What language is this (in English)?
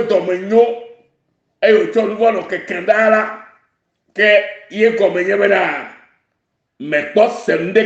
Ewe